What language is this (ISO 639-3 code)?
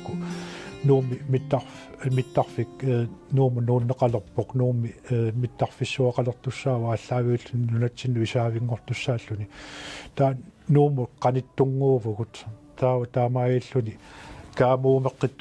kal